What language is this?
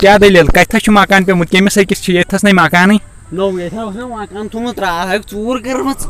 Kashmiri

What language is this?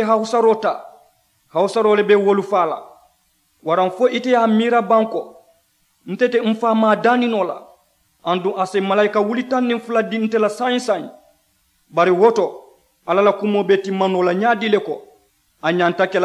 Mandingo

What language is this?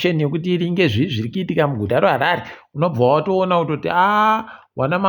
Ndau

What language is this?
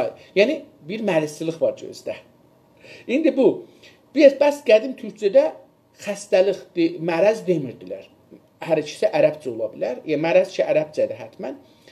South Azerbaijani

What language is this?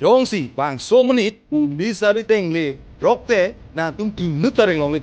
Karbi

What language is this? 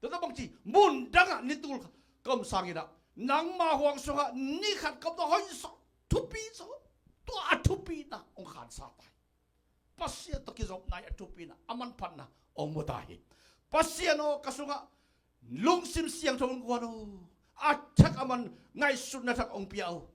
Tedim Chin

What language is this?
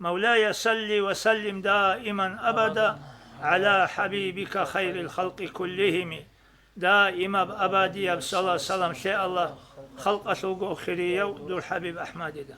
Avaric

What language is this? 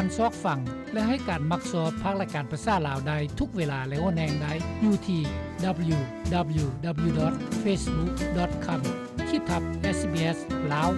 Lao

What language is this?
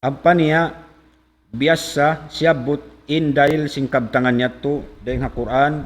Tausug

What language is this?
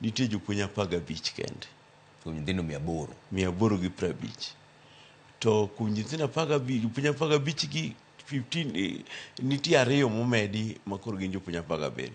Luo (Kenya and Tanzania)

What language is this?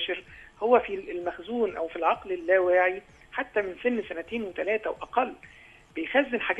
Egyptian Arabic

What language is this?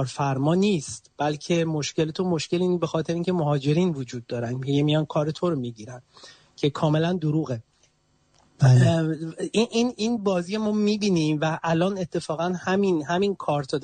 Persian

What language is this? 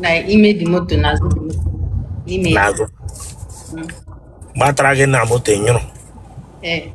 Igbo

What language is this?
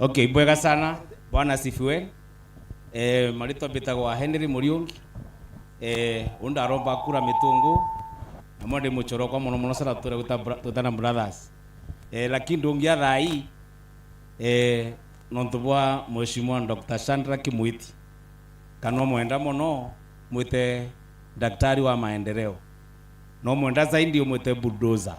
Meru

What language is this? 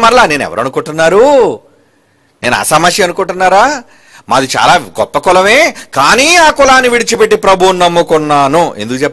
Telugu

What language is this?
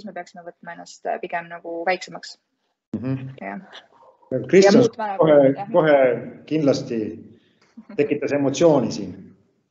Estonian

